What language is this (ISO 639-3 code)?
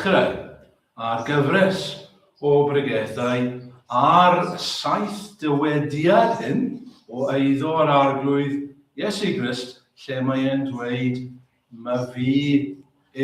cym